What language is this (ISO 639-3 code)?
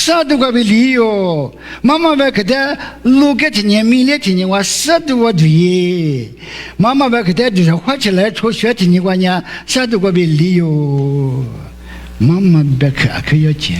lis